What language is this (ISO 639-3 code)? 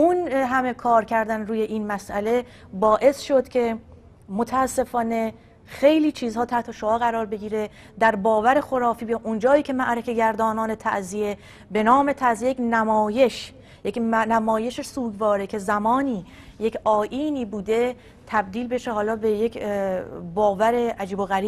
fas